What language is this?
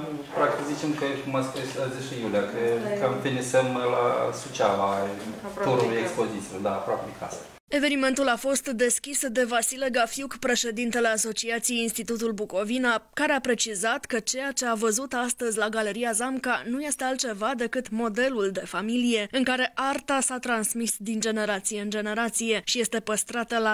Romanian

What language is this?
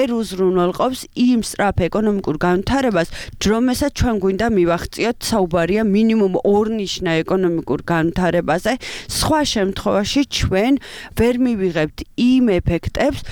Georgian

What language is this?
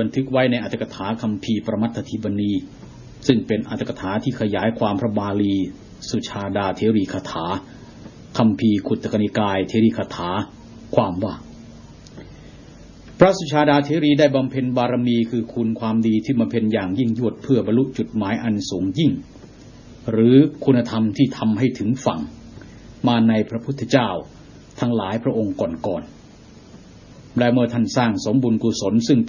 Thai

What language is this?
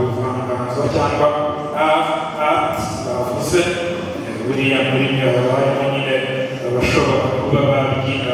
Kinyarwanda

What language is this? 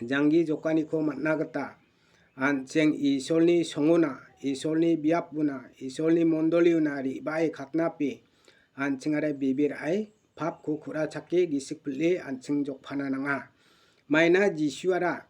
Garo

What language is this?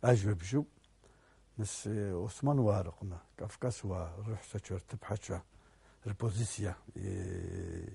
Abkhazian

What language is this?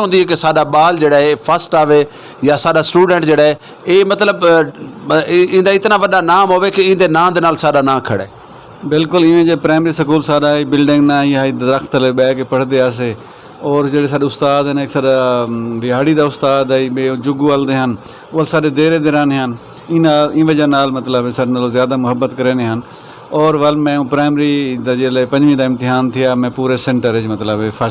Saraiki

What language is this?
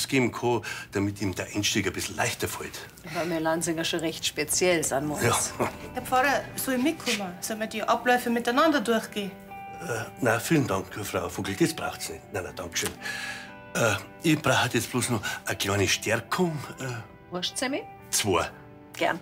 Bavarian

